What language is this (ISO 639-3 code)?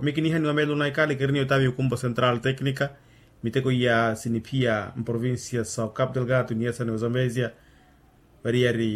vmw